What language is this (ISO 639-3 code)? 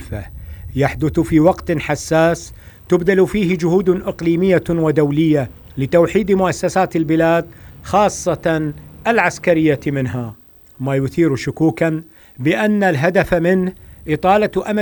ara